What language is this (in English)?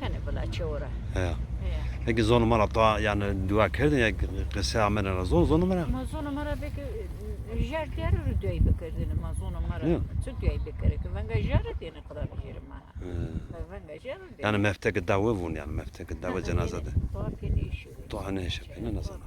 Zaza